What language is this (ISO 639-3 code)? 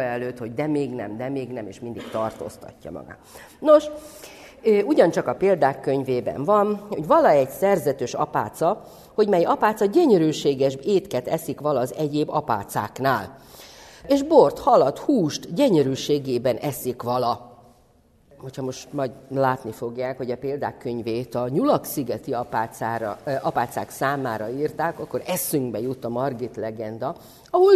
hun